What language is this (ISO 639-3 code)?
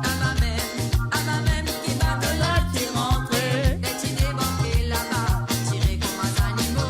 mfe